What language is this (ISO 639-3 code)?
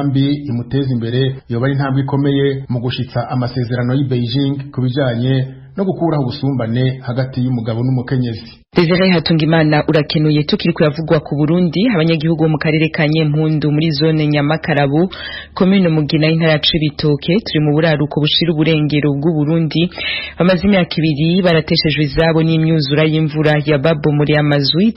run